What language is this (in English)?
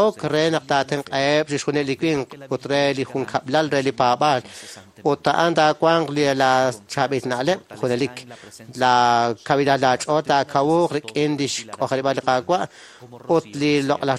Kekchí